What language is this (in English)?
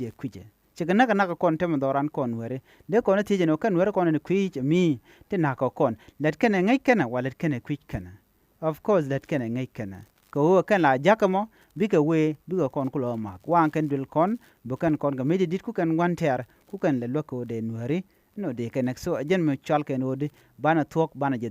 Nuer